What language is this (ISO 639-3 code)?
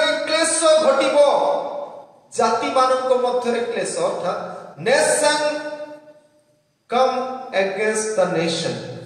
ori